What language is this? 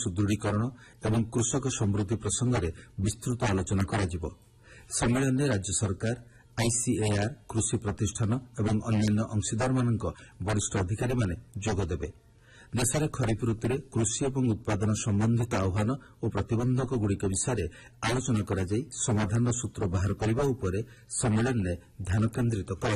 Odia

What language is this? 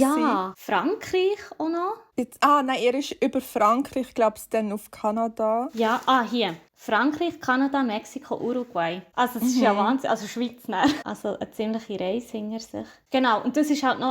Swiss German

